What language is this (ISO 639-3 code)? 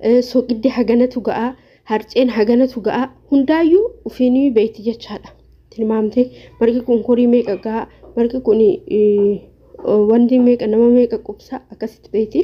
orm